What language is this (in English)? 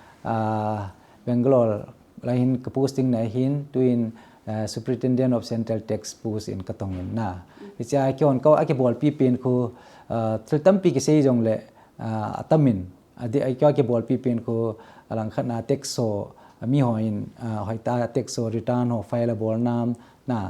Thado Chin